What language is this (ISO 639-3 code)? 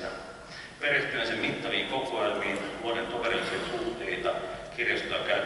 fin